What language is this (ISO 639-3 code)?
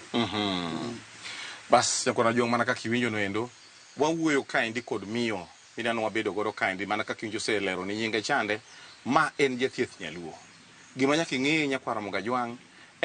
luo